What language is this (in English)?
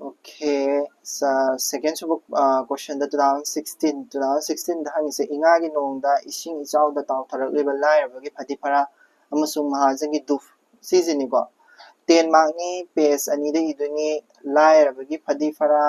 Manipuri